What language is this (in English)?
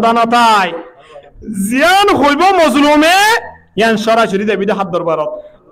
Rohingya